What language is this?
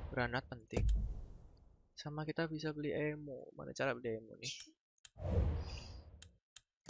Indonesian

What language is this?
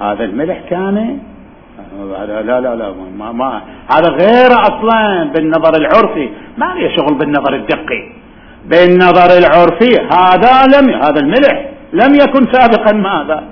Mesopotamian Arabic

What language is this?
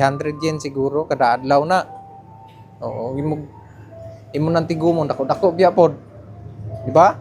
Cebuano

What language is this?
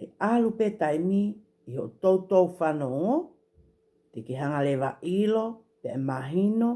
Tongan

